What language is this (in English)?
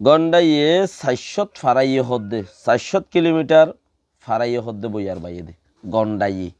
Rohingya